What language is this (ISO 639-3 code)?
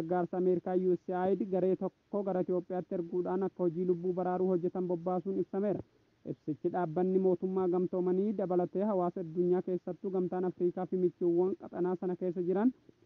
orm